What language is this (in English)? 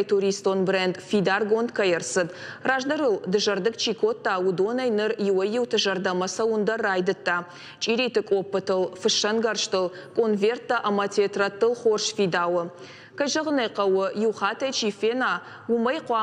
Ossetic